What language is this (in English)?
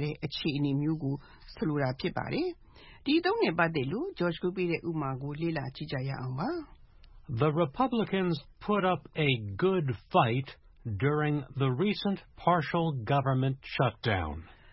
Burmese